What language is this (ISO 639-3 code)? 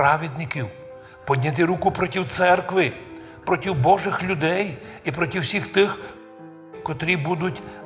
rue